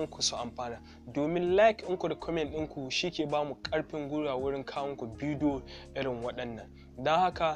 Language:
Hausa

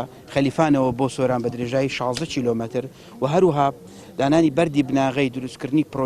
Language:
Central Kurdish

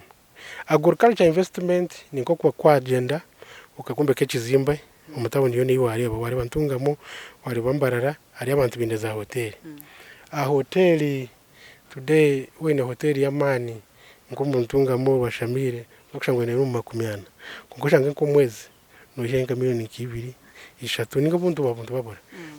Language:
Nyankole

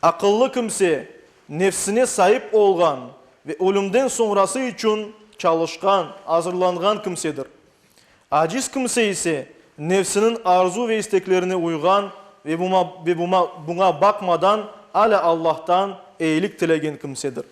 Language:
Crimean Tatar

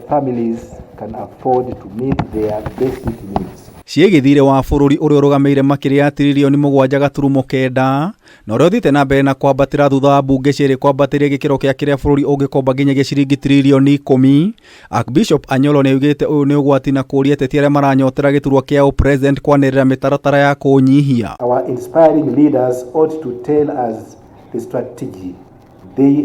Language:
Kikuyu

